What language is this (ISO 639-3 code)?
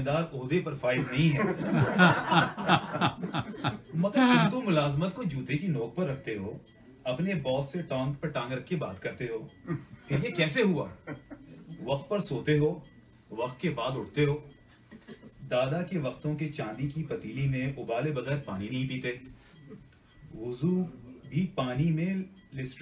urd